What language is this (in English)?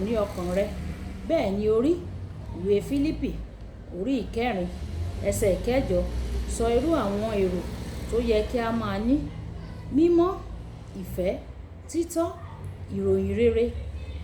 Yoruba